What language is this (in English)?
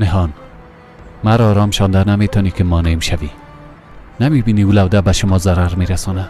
Persian